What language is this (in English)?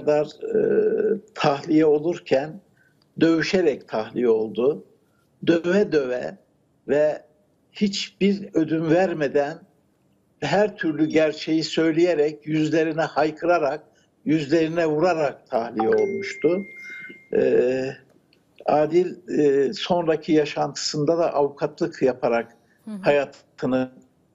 Turkish